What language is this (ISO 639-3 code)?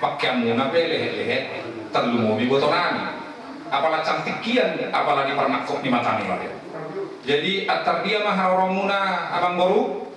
bbc